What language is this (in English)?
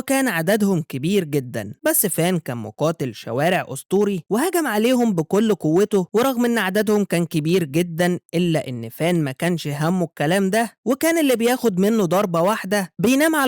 Egyptian Arabic